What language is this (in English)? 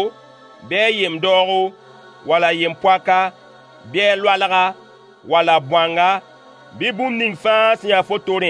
Mossi